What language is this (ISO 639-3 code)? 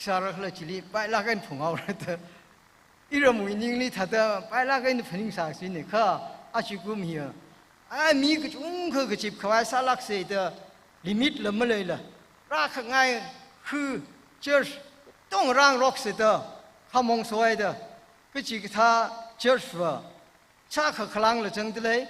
nmf